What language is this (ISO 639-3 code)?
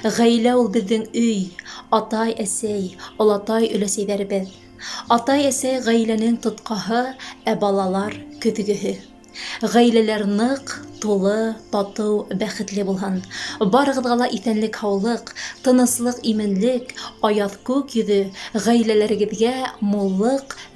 bak